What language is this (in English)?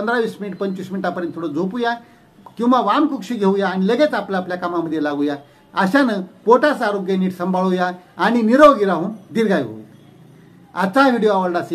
Marathi